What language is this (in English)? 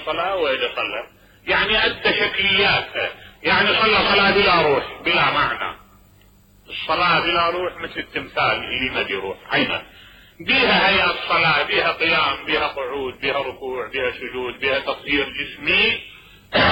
Mesopotamian Arabic